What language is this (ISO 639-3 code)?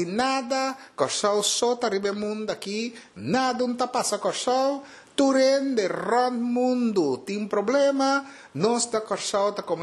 pap